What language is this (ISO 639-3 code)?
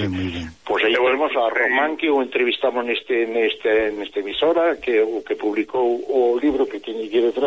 glg